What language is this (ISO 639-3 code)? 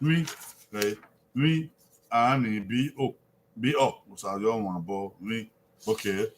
bin